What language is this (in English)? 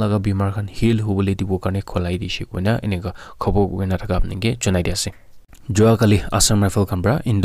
Naga Pidgin